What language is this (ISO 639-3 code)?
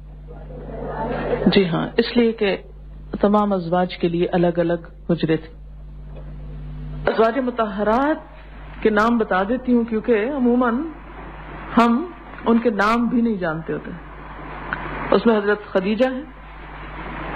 urd